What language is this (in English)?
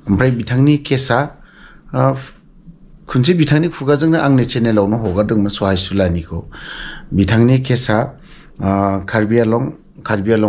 Bodo